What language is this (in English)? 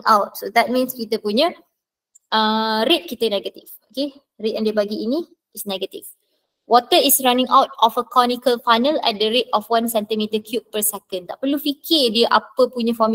Malay